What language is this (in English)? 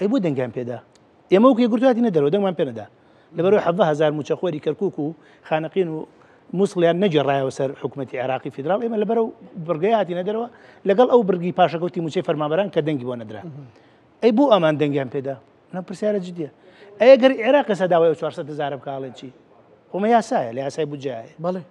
Central Kurdish